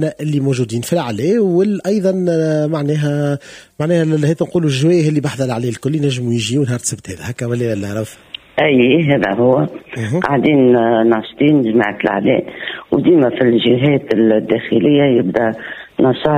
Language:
Tunisian Arabic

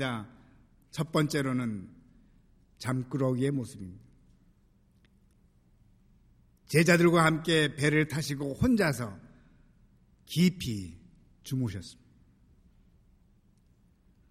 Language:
Korean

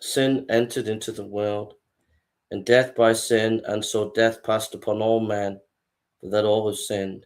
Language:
English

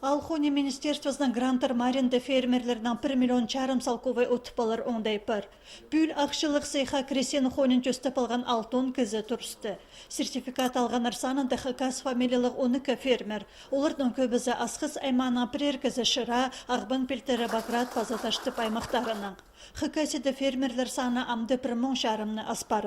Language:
Khakas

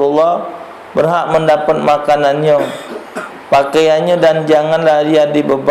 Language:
Musi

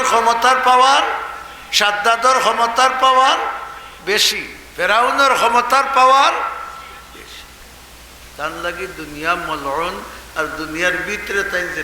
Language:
Sylheti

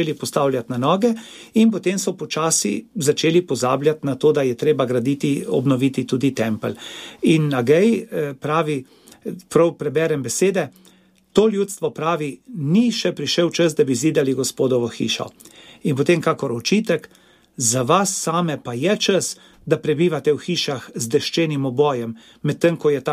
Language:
Slovenian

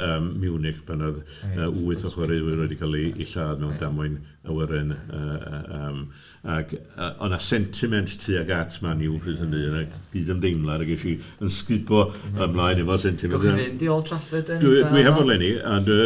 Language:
Welsh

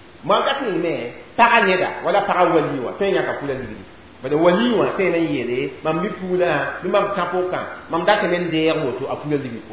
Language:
Mossi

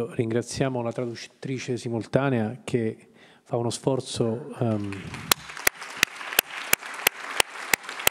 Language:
Italian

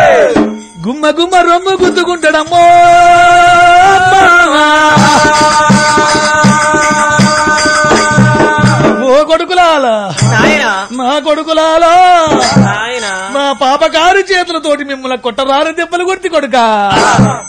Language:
Telugu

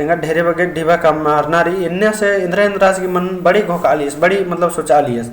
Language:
Kurukh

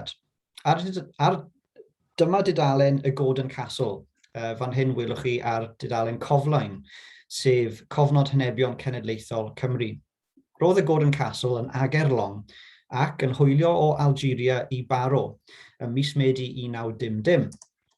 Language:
Welsh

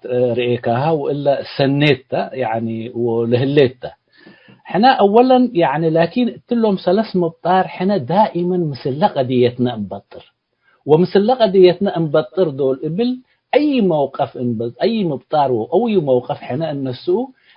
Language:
Tigre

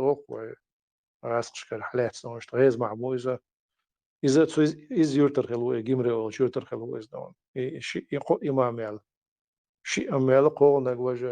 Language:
Chechen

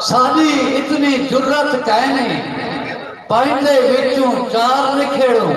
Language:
Saraiki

